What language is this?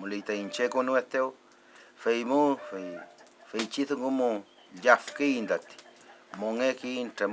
Mapuche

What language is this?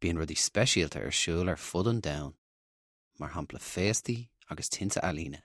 Irish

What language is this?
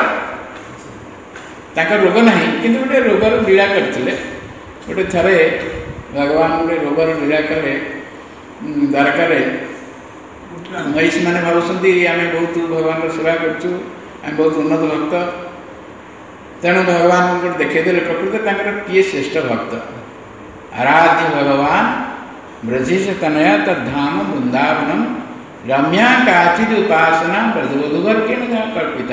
Odia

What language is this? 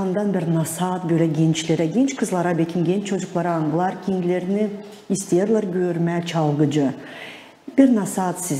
Gagauz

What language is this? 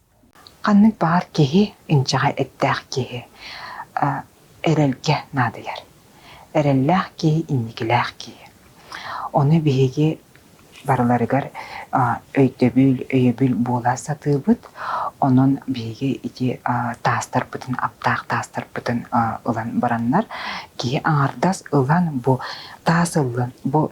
Yakut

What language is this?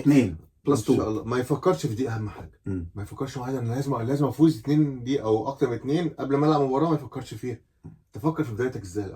Egyptian Arabic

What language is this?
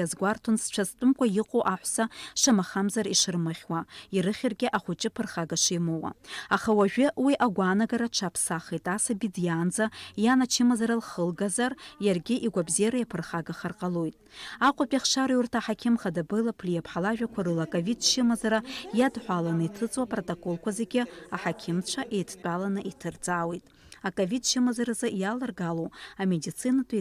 Abkhazian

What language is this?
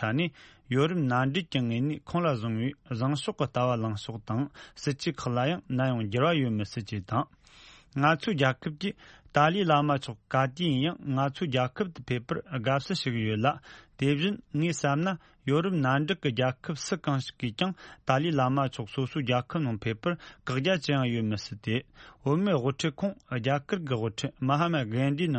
Tibetan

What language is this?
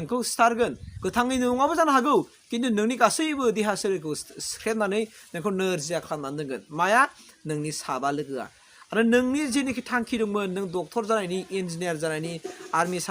Bodo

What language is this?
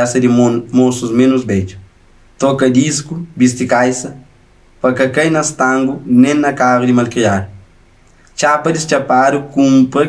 Kabuverdianu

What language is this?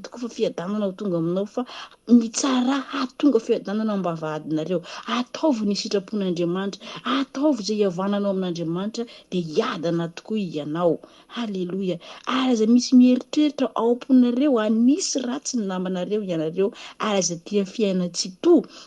Malagasy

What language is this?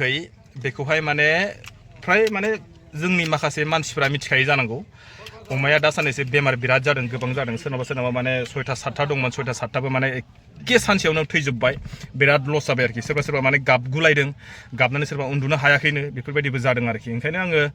Bodo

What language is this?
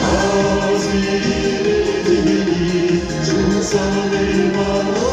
Chuvash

